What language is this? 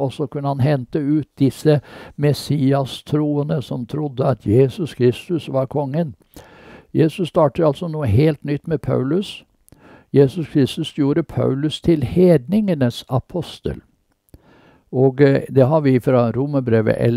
Norwegian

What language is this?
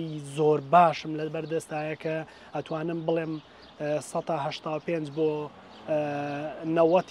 Central Kurdish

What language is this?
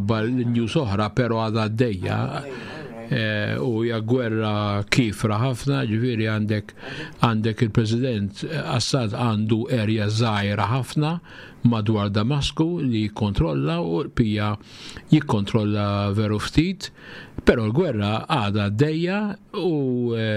Maltese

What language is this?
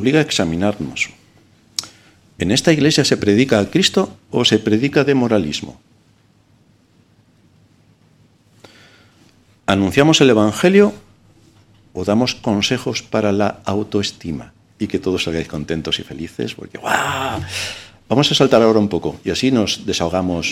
Spanish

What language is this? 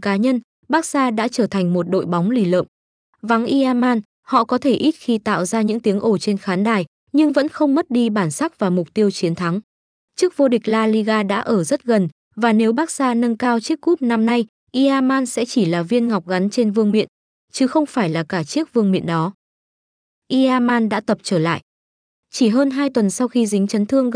Vietnamese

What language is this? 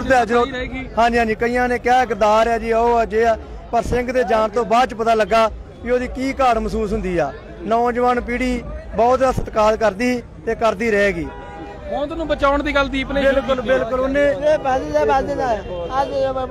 Punjabi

